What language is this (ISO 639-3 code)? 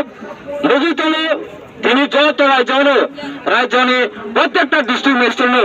trp